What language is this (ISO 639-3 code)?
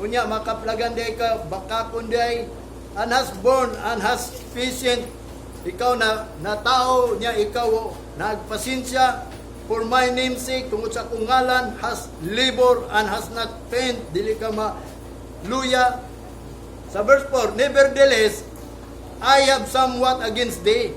ceb